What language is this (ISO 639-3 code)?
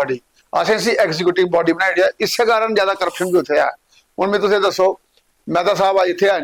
doi